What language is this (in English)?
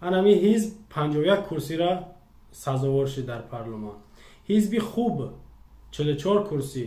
Tajik